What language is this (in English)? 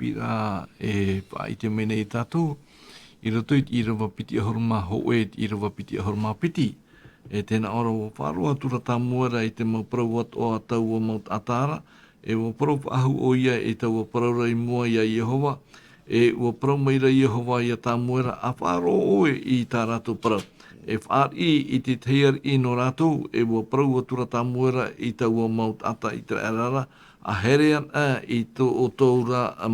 Tahitian